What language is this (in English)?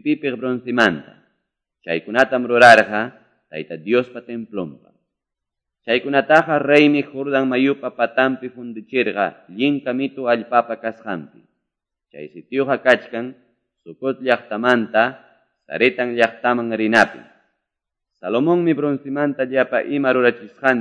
Quechua